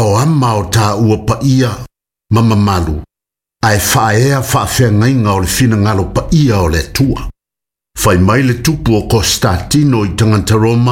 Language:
Samoan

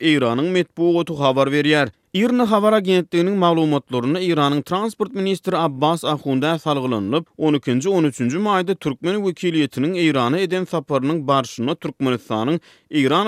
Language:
Turkmen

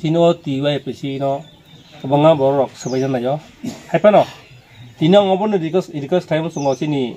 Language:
Kok Borok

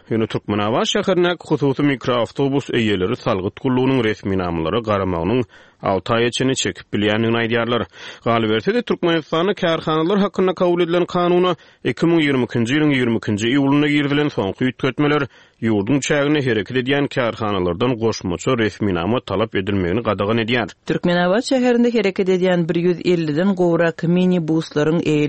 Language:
Turkmen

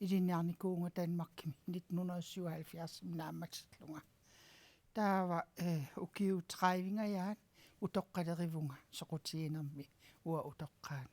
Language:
Kalaallisut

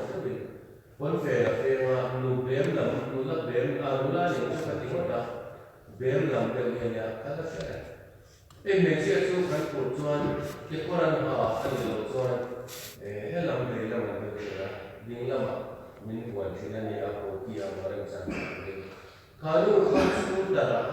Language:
Mizo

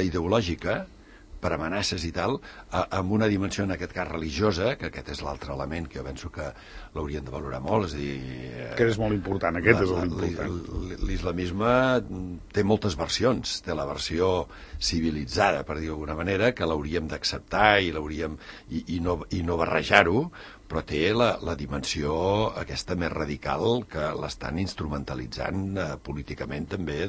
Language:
Catalan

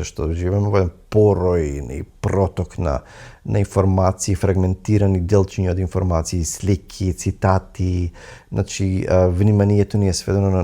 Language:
Macedonian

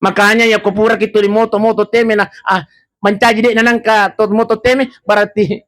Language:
Buginese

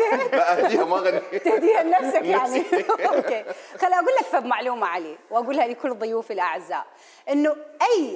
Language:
Mesopotamian Arabic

